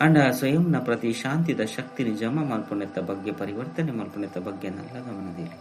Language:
Tulu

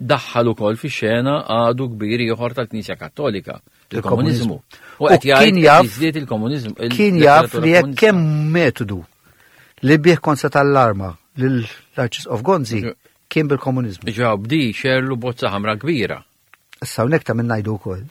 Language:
Maltese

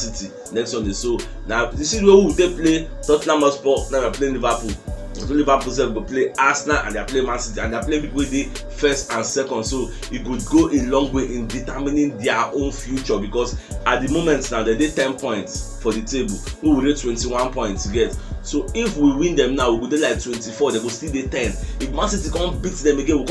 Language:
Nigerian Pidgin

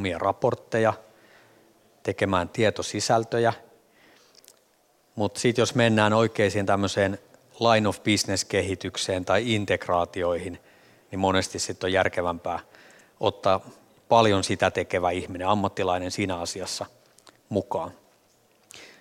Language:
Finnish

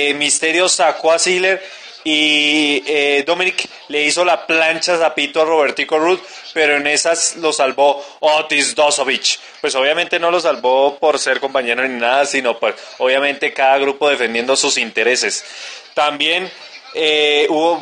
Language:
Spanish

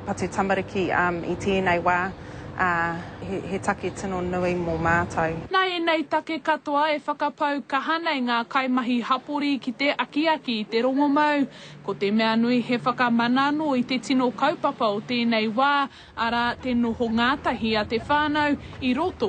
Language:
Māori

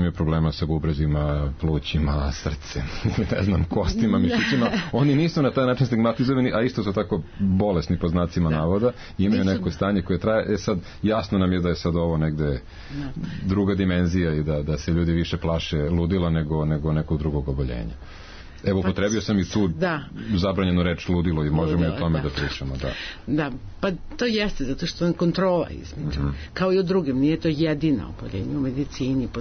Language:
Serbian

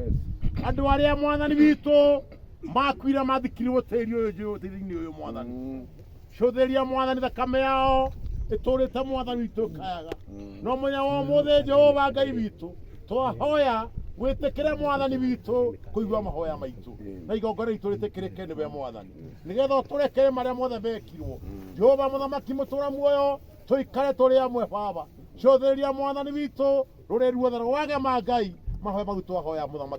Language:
Kikuyu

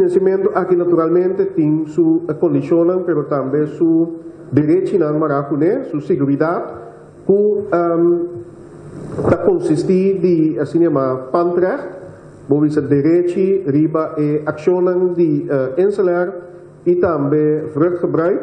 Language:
Papiamento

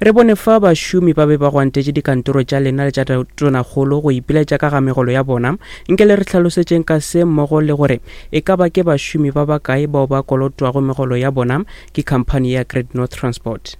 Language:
Northern Sotho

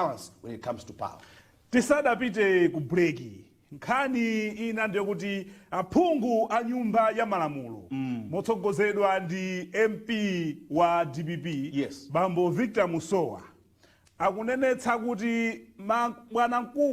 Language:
Nyanja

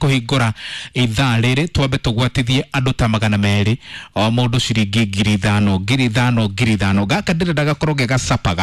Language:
Kikuyu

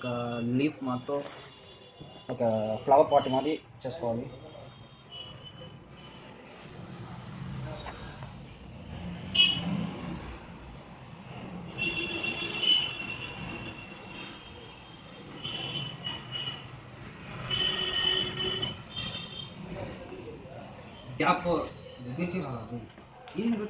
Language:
Telugu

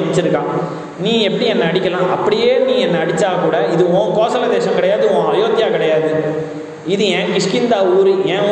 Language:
Tamil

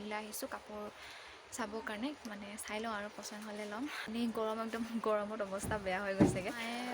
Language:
Assamese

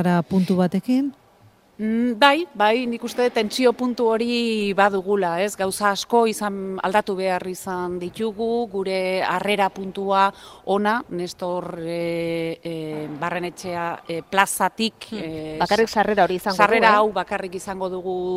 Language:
Basque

